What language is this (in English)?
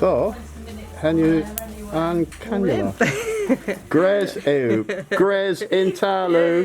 Cornish